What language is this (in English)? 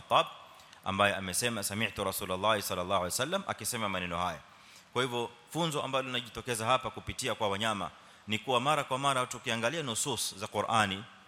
Swahili